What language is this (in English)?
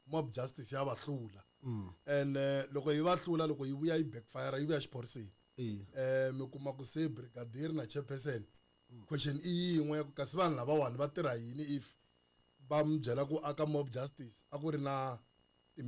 Tsonga